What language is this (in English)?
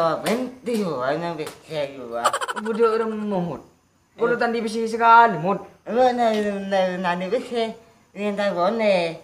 Madurese